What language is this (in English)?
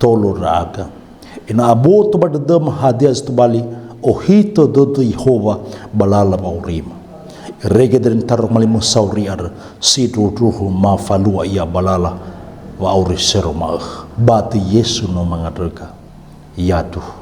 Nias